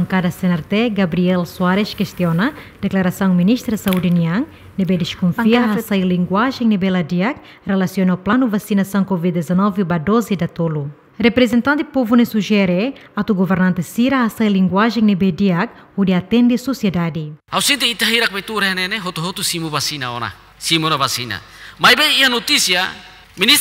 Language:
Tetum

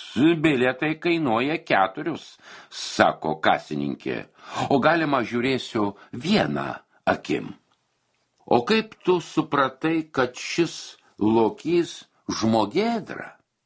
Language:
Lithuanian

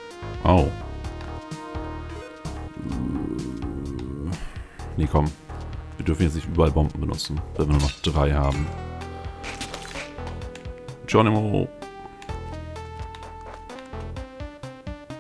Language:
German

